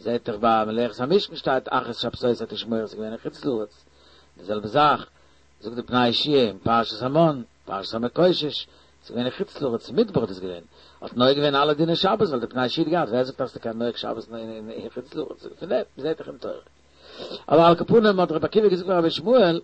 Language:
Yiddish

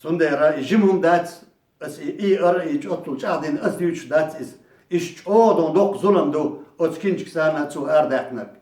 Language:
Chechen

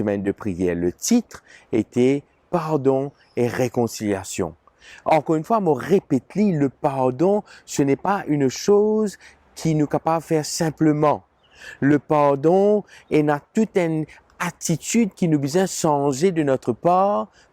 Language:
Morisyen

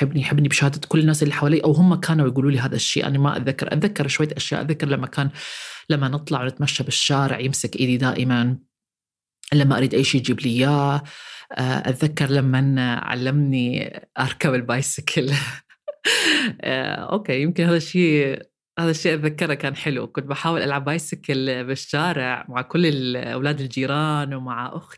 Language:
North Levantine Arabic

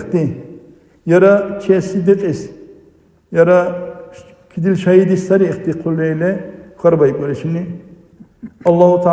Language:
Dargwa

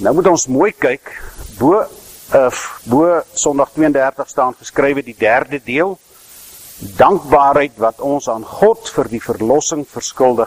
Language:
Afrikaans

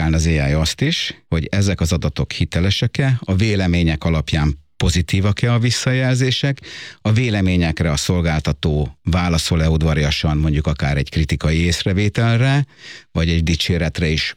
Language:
Hungarian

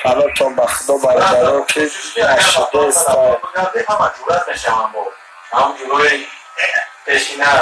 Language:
Tajik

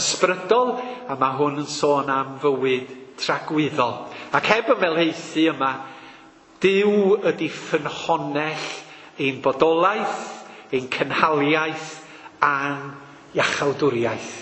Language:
Welsh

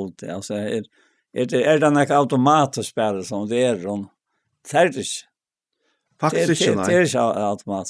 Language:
Faroese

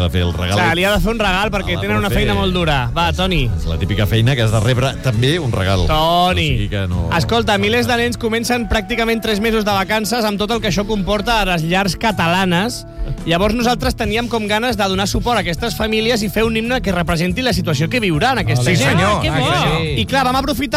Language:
Catalan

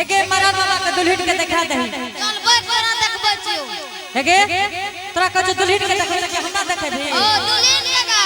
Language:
Angika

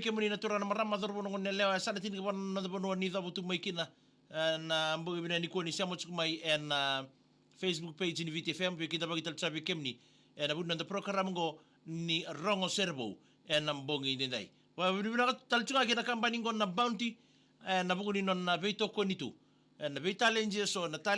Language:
Fijian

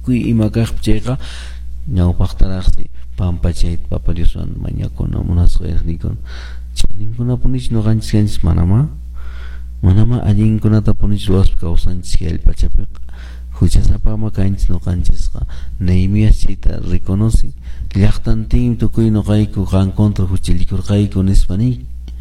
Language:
Quechua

